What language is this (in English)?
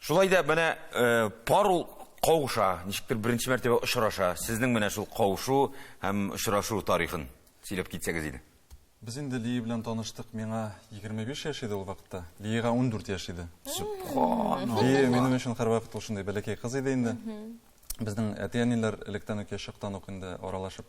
Tatar